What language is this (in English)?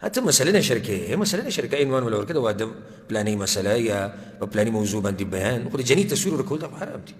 Pashto